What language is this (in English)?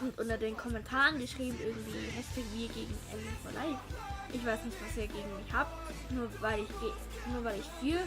Swiss German